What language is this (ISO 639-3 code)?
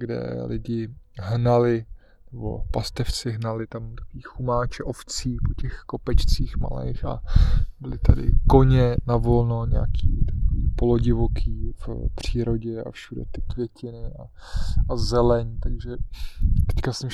ces